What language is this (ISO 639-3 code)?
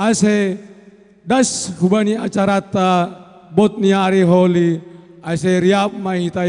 bts